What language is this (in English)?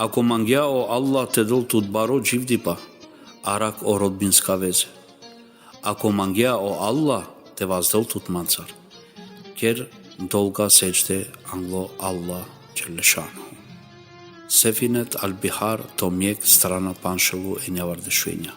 Balkan Romani